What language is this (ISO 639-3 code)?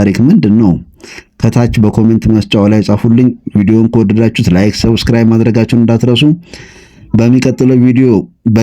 amh